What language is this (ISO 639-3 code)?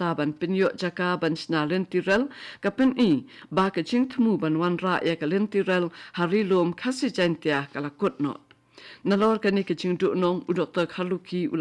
kha